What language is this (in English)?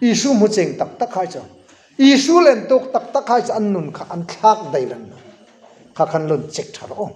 Hmar